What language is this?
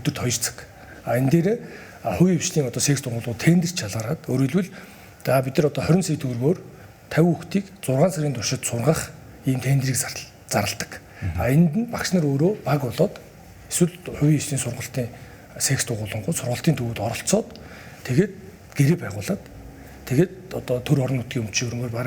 Mongolian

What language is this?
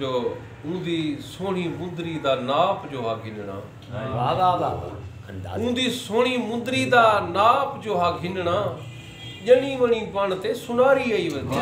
Saraiki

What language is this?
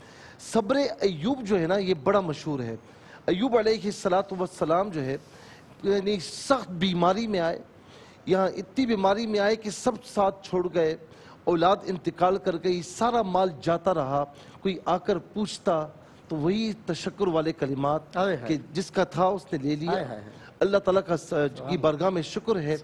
Urdu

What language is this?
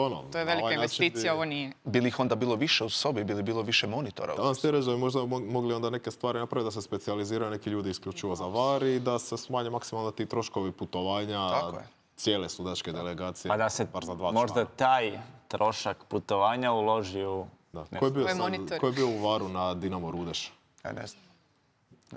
Croatian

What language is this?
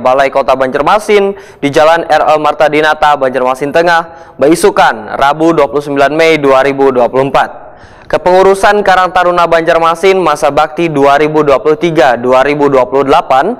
Banjar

